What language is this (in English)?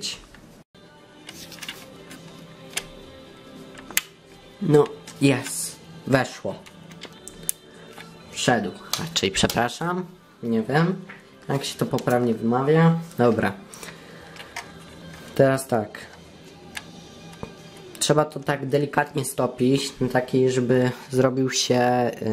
Polish